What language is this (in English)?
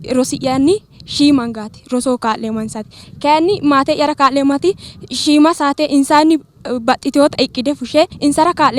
Sidamo